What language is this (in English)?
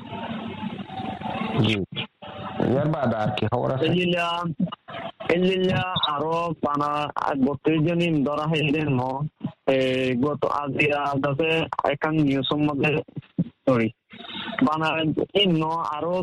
Bangla